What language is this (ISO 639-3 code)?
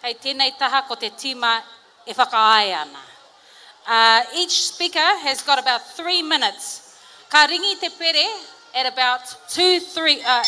mri